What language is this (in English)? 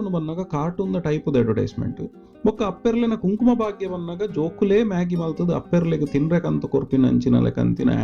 Tulu